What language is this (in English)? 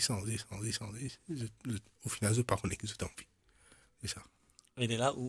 Morisyen